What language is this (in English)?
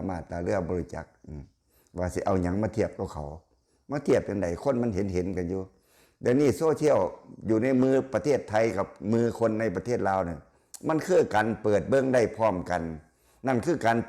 Lao